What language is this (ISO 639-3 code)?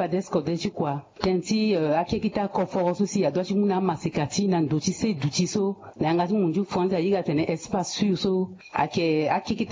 sag